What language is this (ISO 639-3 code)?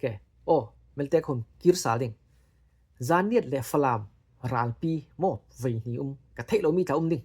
cfm